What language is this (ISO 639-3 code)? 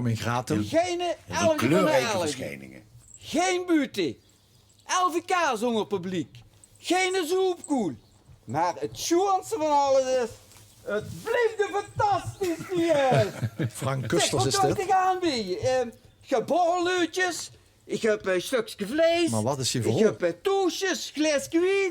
lim